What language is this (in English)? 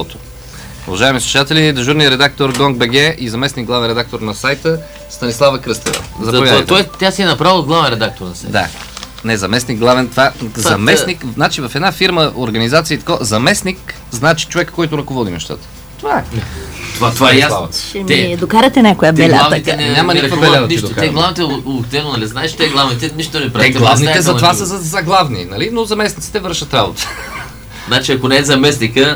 Bulgarian